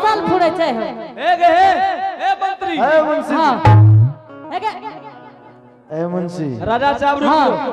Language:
Angika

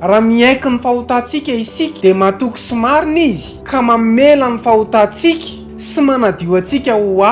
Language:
Malagasy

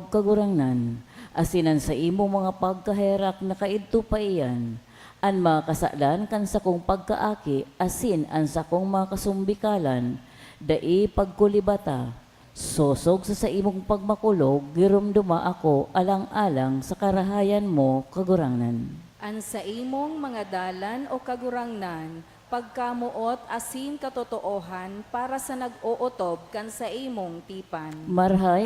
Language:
Bikol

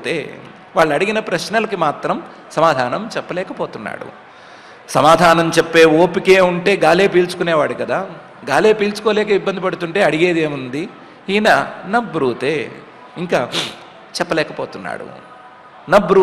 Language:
Telugu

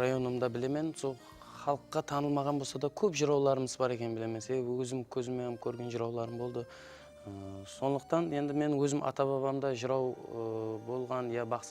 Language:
Kara-Kalpak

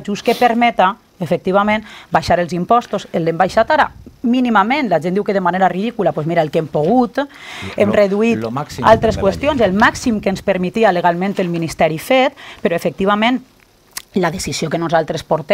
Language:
Catalan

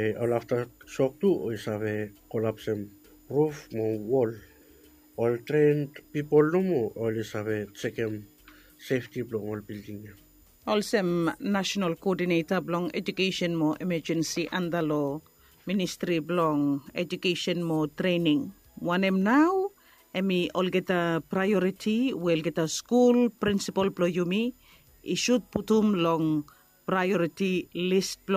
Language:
Bislama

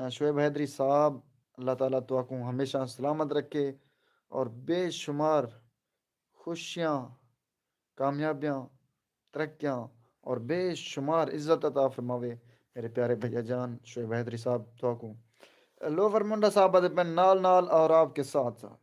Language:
Saraiki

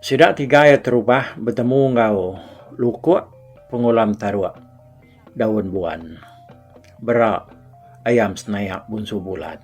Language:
Iban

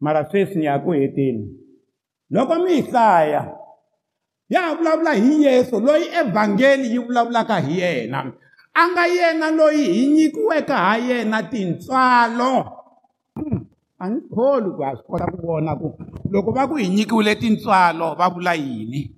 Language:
Tsonga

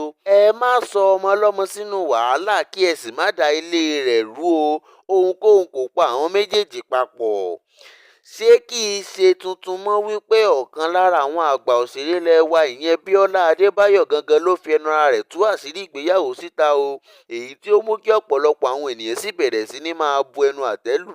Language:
Yoruba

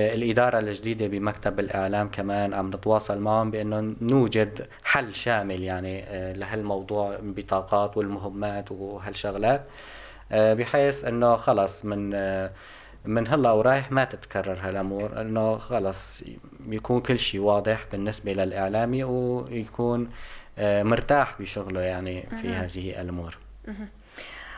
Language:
North Levantine Arabic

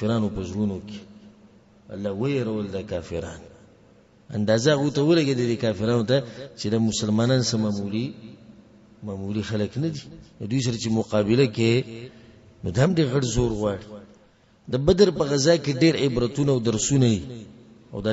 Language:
Pashto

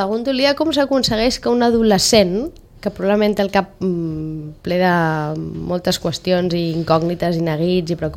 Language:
Catalan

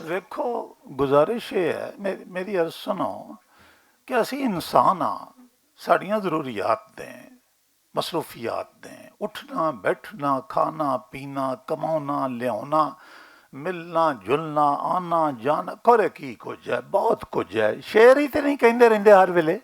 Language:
Western Panjabi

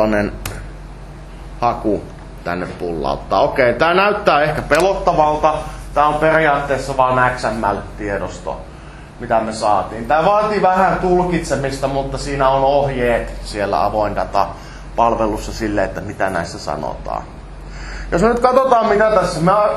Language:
Finnish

